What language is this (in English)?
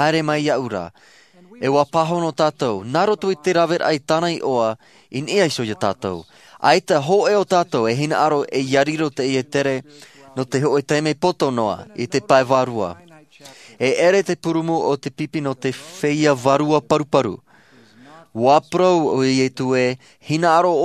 Tahitian